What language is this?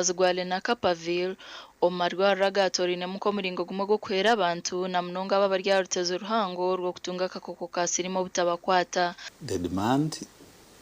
Nyankole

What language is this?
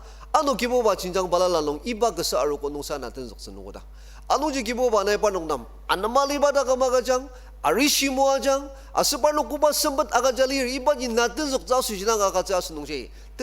Ao Naga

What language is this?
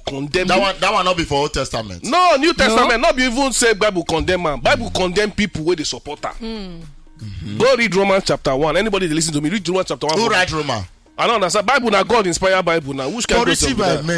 Nigerian Pidgin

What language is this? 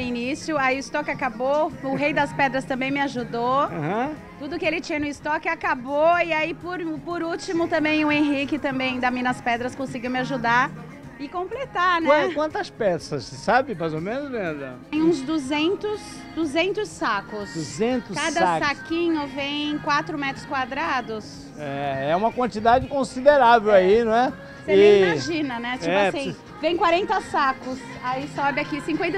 Portuguese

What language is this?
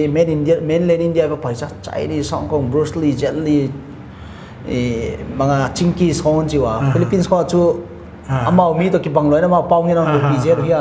Paite Chin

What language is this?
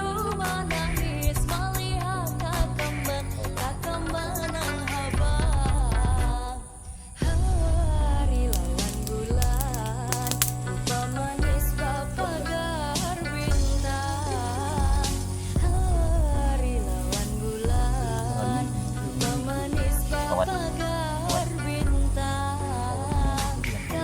Banjar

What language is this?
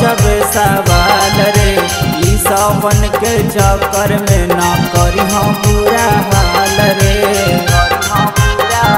Bhojpuri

